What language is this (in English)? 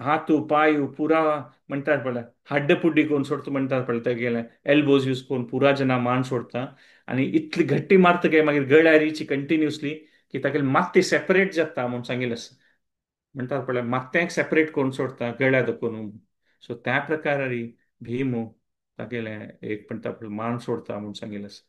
Konkani